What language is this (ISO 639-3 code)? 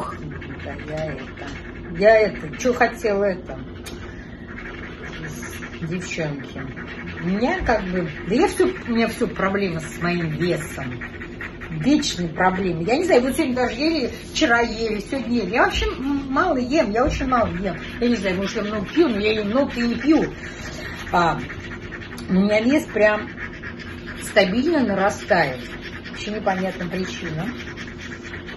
rus